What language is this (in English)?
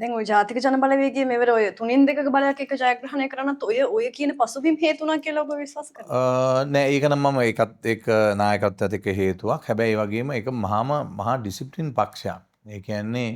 Sinhala